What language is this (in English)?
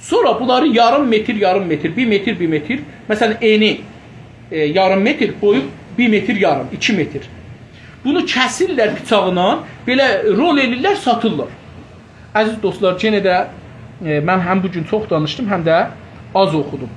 South Azerbaijani